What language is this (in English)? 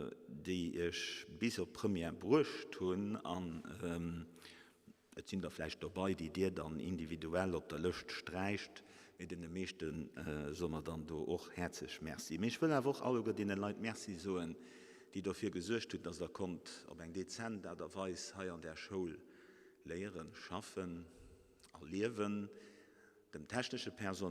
Luxembourgish